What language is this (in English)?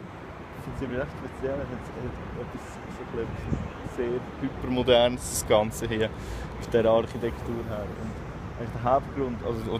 Swiss German